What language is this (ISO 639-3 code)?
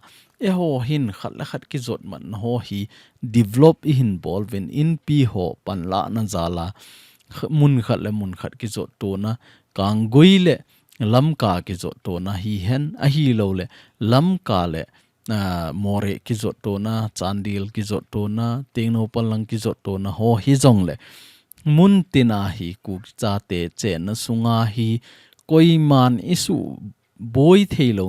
tcz